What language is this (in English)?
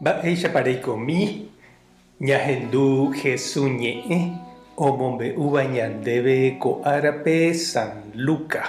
Guarani